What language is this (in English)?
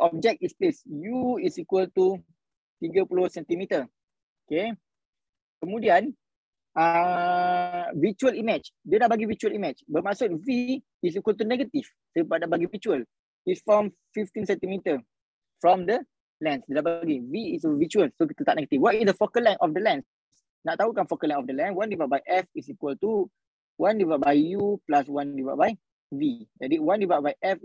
Malay